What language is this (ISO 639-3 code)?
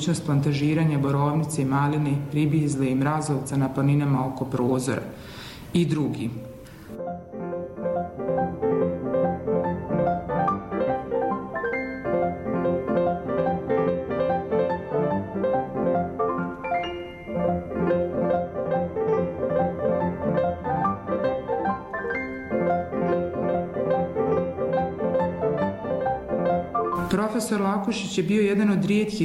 bos